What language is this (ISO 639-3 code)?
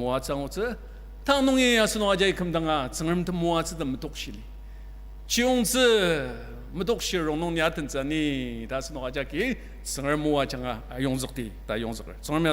njo